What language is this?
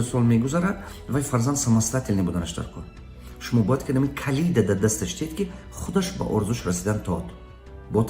Tajik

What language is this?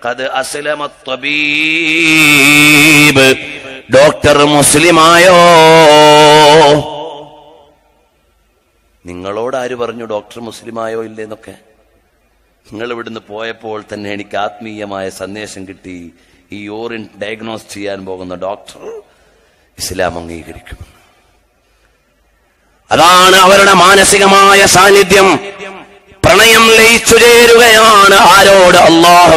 Malayalam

